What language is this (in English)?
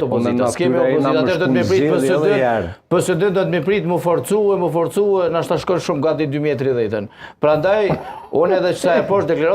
Albanian